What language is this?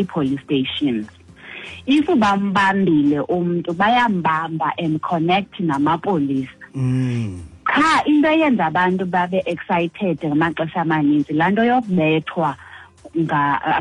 Xhosa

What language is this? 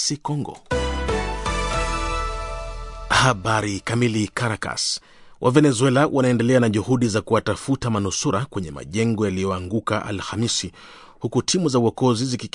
Swahili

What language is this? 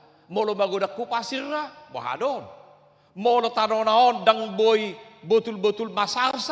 Batak Toba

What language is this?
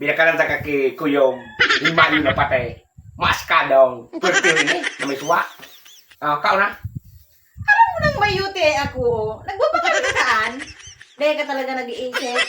Bikol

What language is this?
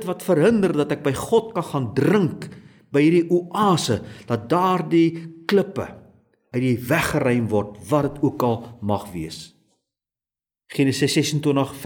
Afrikaans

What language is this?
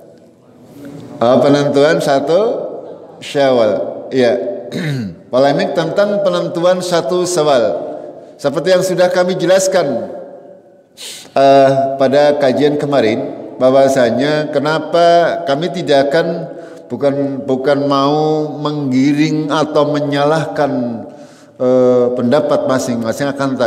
Indonesian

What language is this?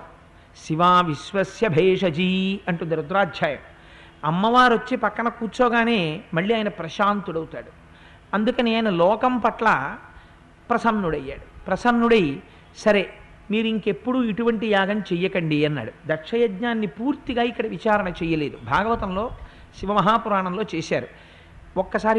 Telugu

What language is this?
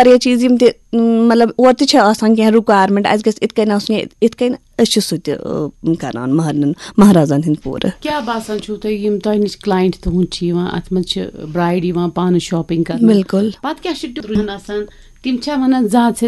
Kashmiri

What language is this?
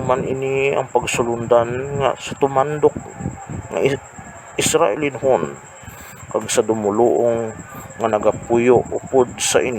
Hiligaynon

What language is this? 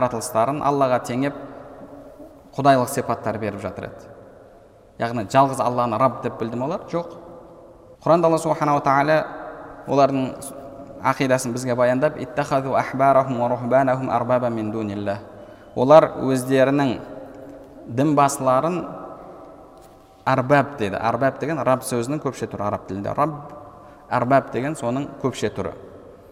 Kazakh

